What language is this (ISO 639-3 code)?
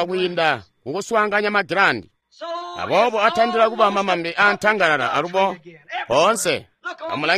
toi